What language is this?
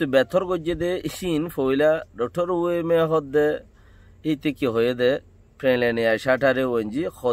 Rohingya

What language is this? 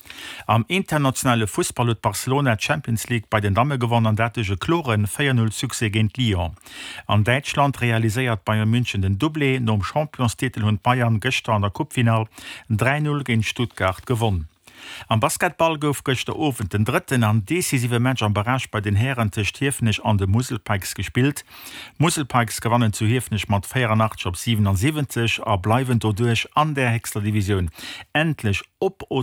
Luxembourgish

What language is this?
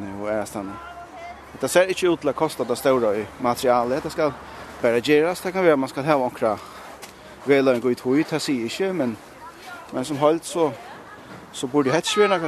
Faroese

